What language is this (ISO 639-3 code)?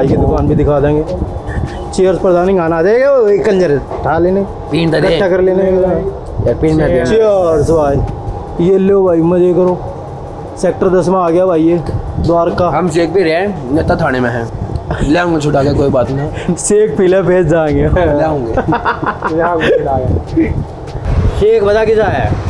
bgc